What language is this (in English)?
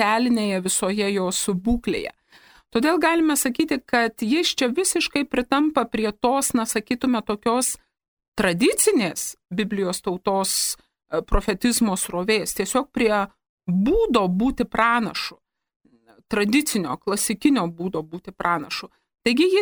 Lithuanian